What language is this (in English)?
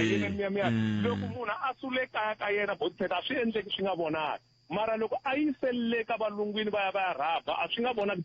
Tsonga